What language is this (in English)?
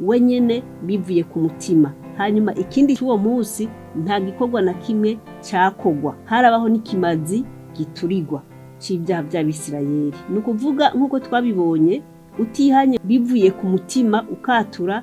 Rundi